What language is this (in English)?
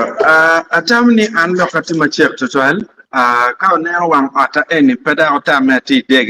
Acoli